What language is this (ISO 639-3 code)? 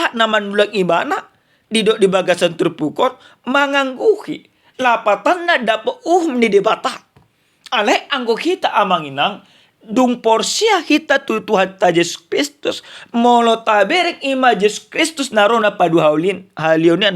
bbc